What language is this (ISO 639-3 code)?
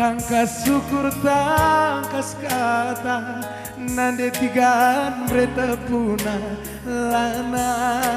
btx